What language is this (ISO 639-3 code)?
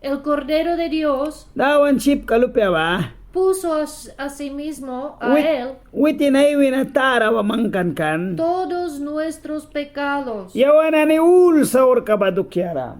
miq